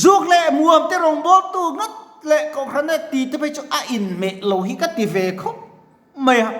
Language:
Mizo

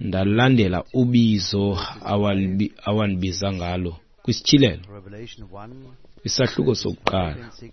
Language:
Xhosa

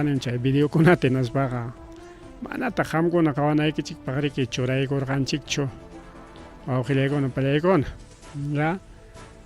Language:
Ayacucho Quechua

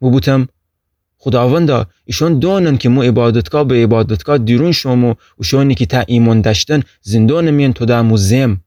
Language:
Gilaki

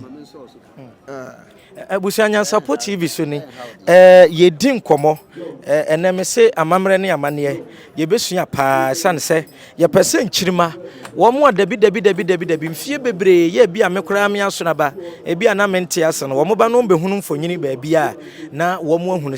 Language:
Akan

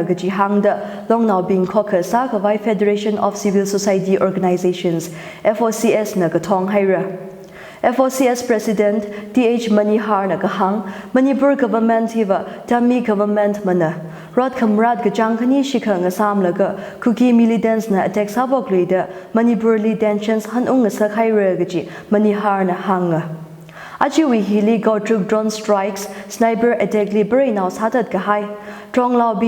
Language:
Tangkhul Naga (India)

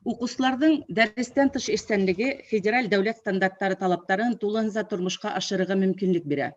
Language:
Bashkir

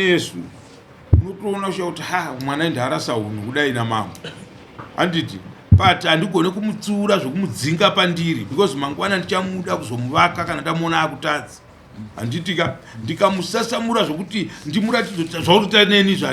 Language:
Shona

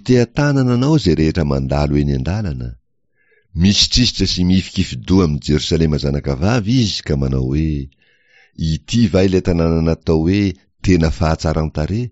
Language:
Malagasy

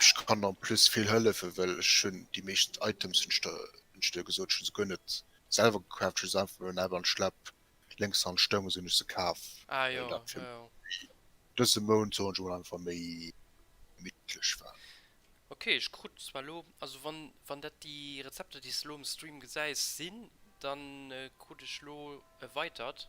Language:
Luxembourgish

